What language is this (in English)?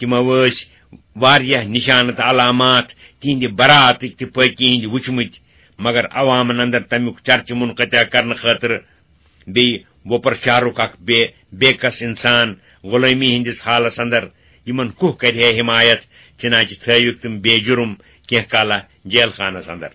Kashmiri